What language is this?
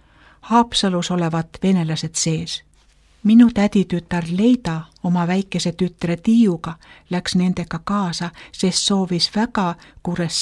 Estonian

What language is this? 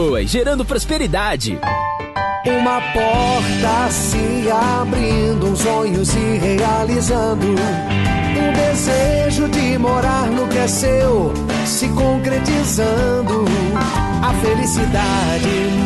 Portuguese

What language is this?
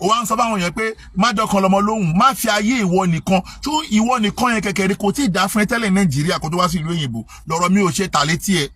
Yoruba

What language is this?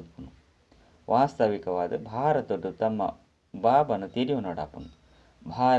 Tulu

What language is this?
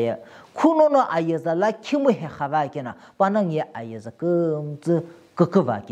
Sumi Naga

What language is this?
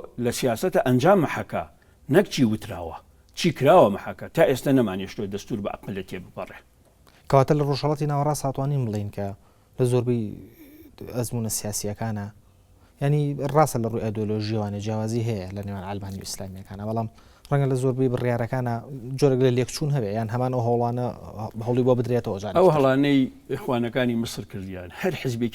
Central Kurdish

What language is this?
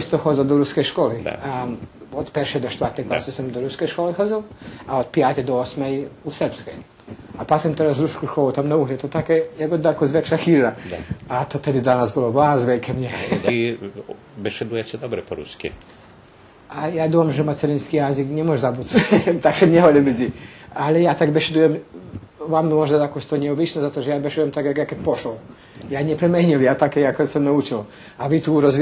Rusyn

